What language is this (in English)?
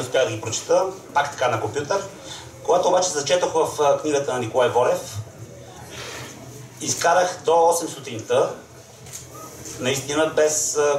Bulgarian